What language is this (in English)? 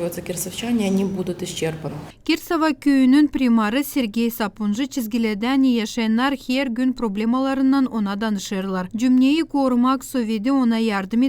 Gagauz